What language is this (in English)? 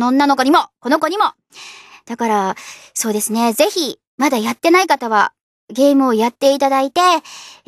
Japanese